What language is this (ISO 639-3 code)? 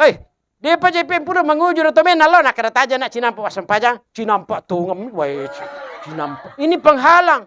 bug